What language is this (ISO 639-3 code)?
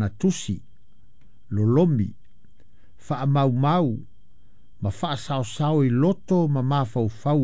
smo